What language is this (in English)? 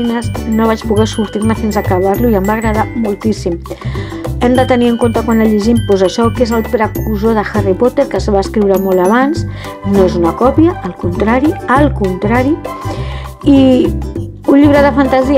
Catalan